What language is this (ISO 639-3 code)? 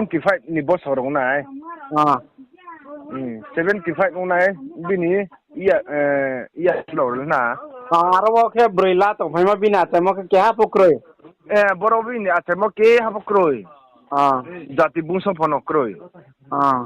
ria